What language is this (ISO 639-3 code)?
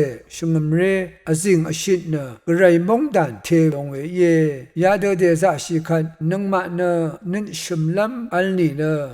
raw